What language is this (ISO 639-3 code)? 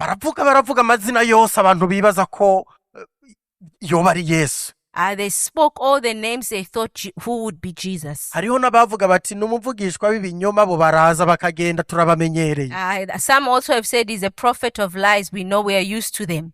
run